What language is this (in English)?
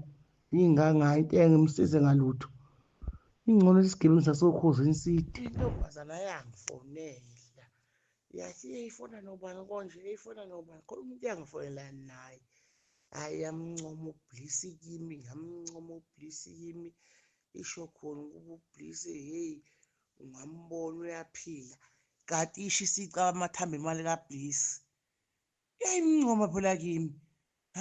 Zulu